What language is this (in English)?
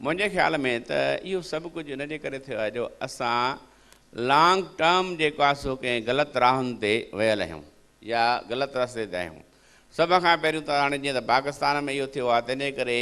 Sindhi